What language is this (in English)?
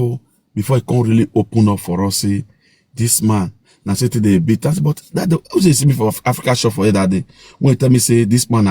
Nigerian Pidgin